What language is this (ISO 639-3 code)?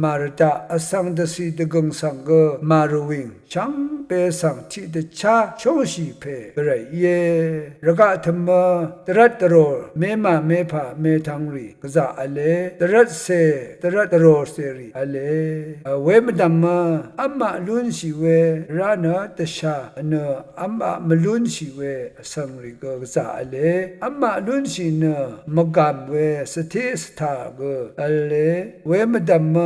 raw